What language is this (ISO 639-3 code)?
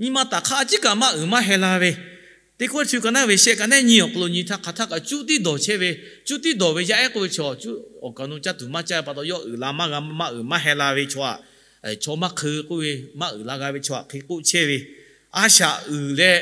lhu